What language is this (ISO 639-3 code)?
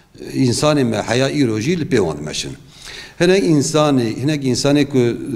kur